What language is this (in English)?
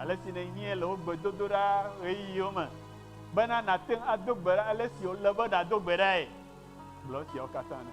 Ewe